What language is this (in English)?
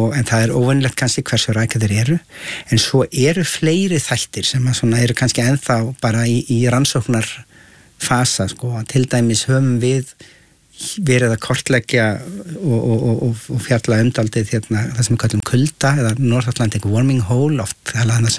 Icelandic